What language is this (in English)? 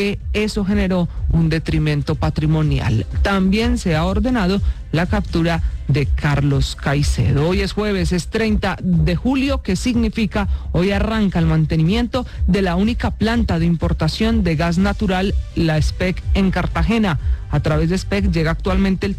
Spanish